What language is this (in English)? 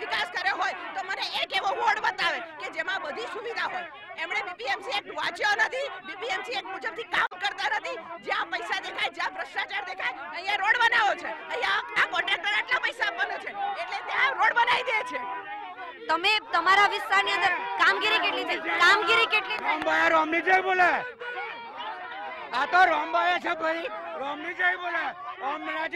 Gujarati